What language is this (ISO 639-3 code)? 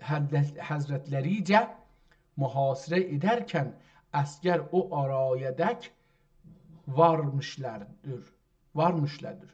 azb